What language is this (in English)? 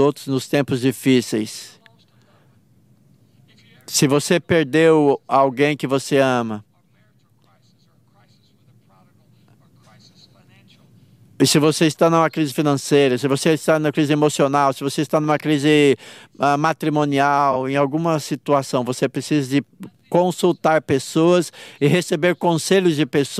Portuguese